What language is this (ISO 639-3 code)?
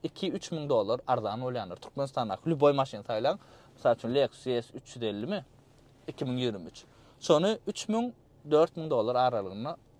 tuk